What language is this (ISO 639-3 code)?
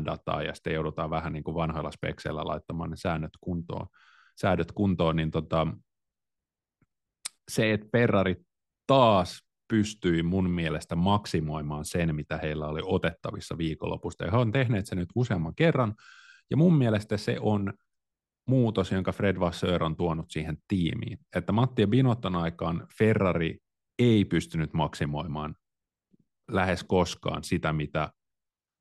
fin